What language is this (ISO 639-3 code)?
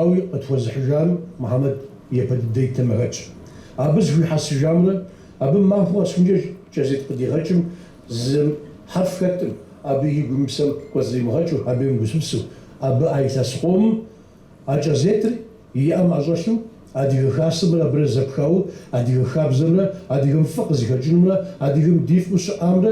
kbd